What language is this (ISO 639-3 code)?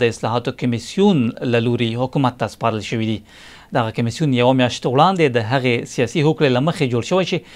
pus